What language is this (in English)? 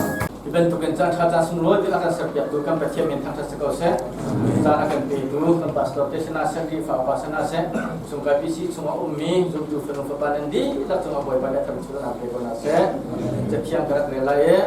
Hakha Chin